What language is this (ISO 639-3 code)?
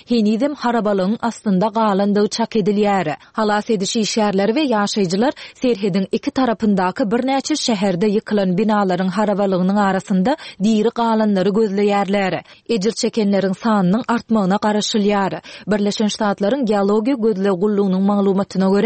tuk